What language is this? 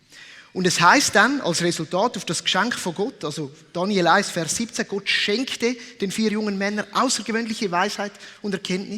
Swiss German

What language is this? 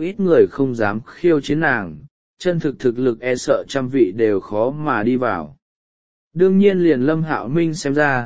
Vietnamese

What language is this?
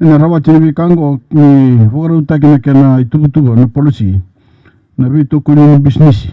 Fijian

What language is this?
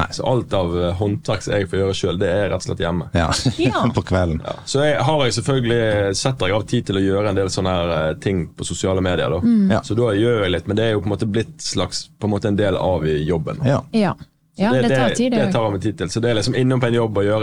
Norwegian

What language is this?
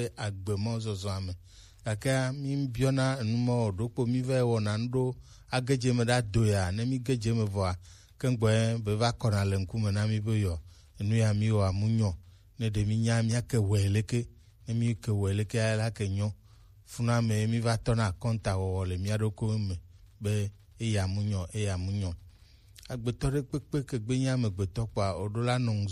Gen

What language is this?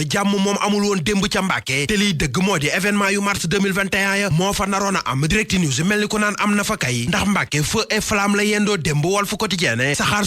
Wolof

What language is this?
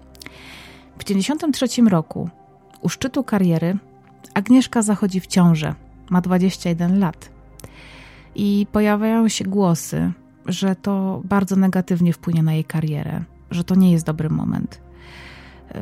Polish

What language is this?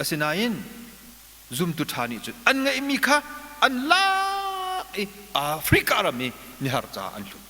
Hakha Chin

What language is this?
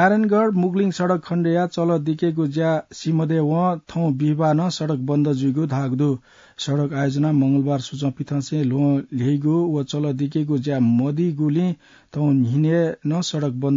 Newari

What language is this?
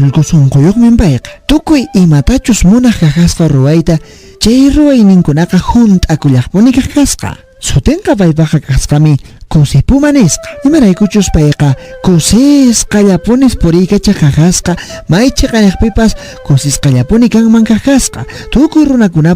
Quechua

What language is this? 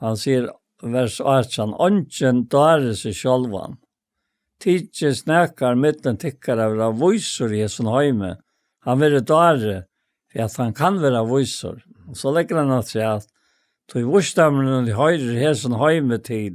Faroese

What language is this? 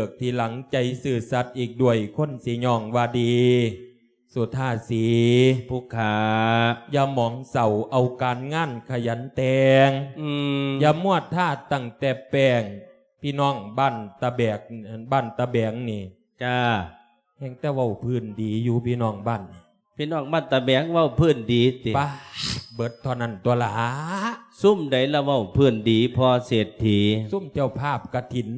Lao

